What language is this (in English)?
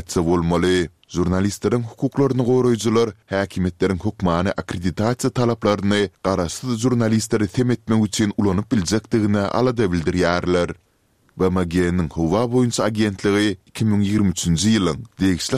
Turkmen